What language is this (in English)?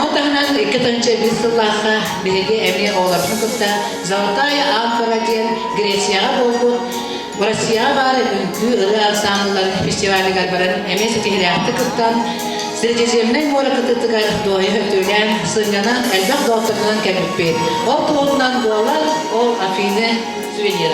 Yakut